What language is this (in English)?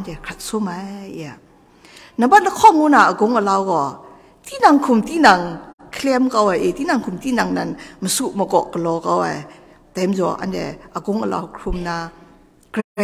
Kachin